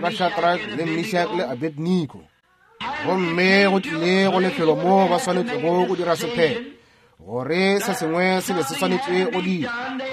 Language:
Northern Sotho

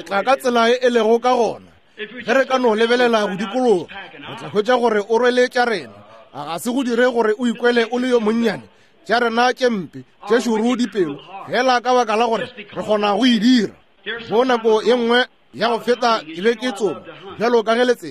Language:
Northern Sotho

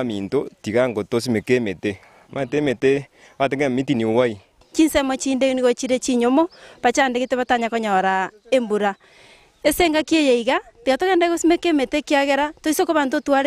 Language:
Gusii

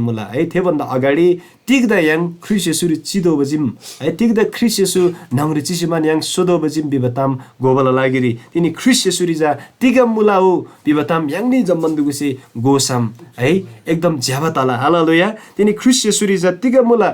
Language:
Eastern Tamang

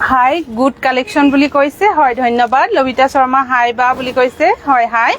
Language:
Assamese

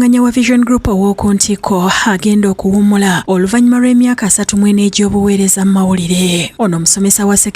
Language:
Ganda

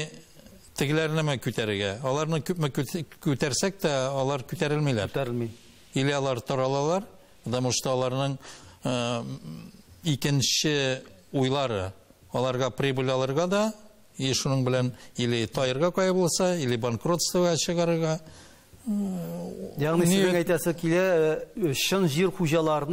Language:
Tatar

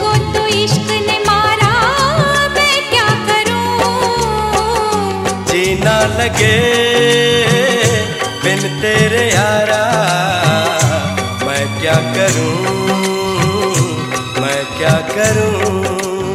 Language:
Hindi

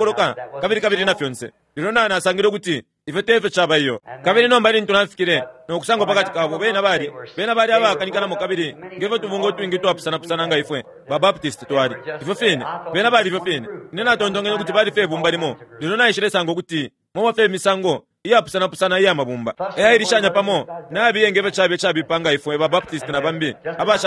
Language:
Bemba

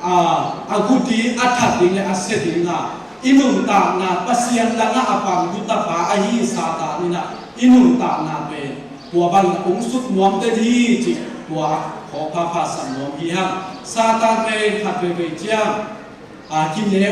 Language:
Tedim Chin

